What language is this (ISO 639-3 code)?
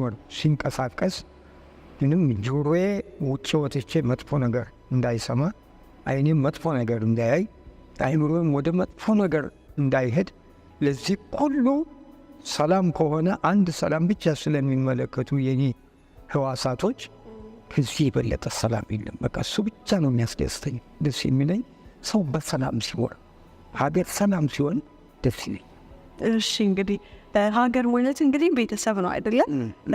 amh